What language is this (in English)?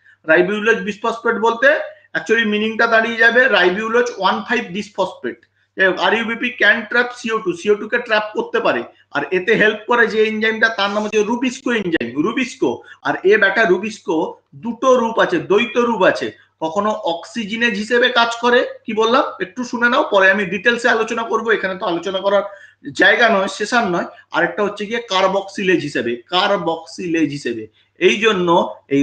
Bangla